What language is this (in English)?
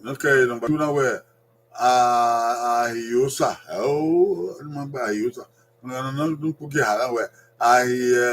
Bini